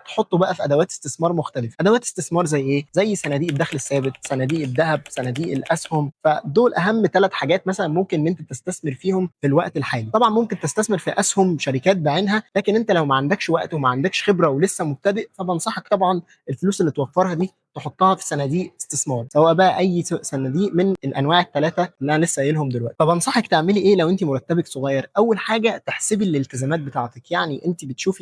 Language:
Egyptian Arabic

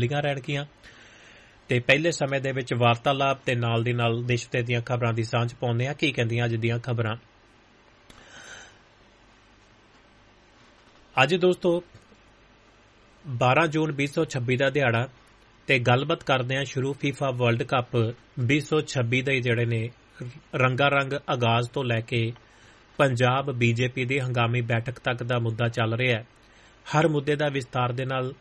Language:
Punjabi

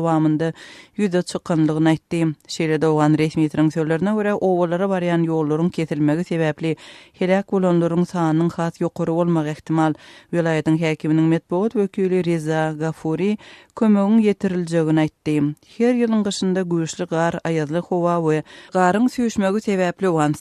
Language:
Turkmen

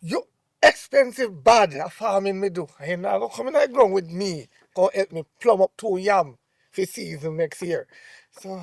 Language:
Jamaican Creole English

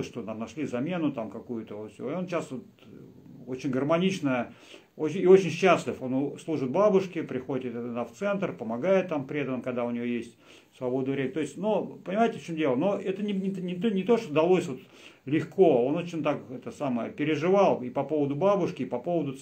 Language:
Russian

